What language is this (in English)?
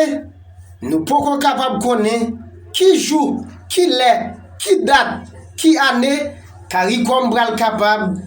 Haitian Creole